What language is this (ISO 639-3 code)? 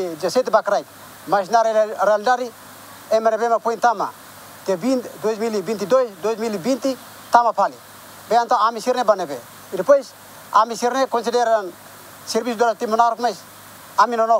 tet